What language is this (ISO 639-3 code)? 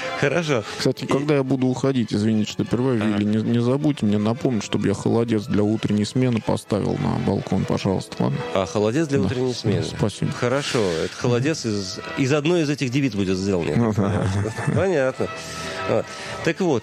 rus